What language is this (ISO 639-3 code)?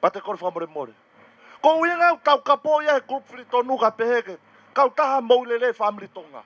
ton